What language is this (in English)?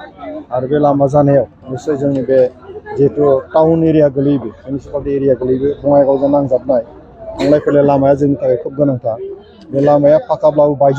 Bodo